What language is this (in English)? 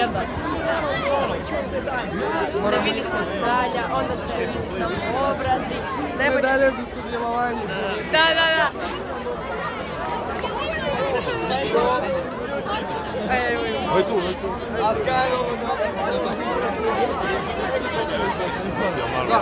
Croatian